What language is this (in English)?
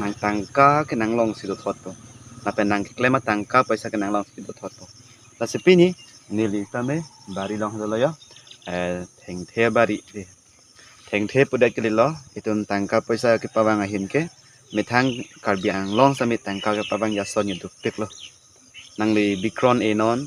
Karbi